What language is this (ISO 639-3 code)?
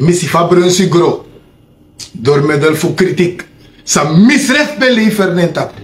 srn